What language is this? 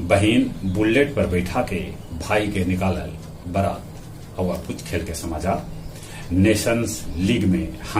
Magahi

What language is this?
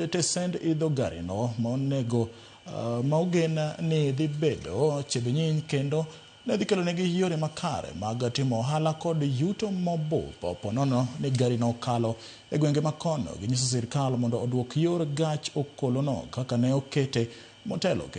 Luo (Kenya and Tanzania)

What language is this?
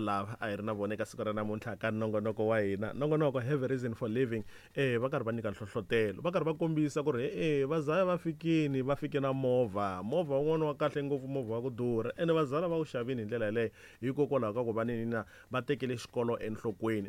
Tsonga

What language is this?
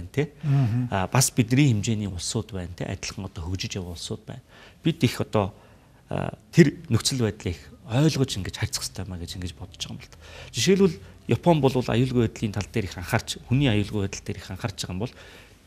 Mongolian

